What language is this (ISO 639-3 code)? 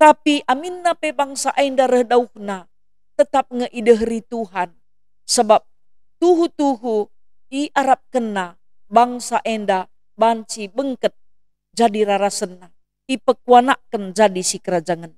btx